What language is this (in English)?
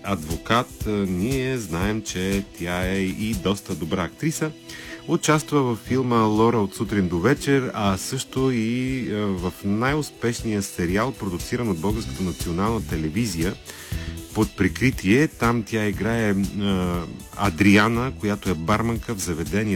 Bulgarian